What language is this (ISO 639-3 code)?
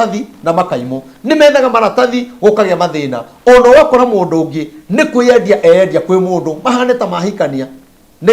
kik